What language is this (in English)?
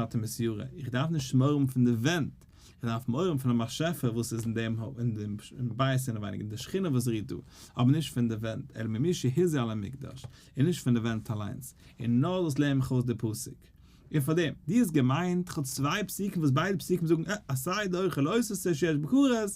Yiddish